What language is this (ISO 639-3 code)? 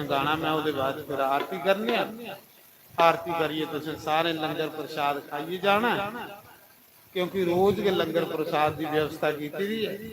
doi